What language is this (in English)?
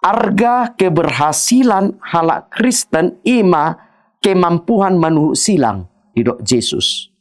Batak Toba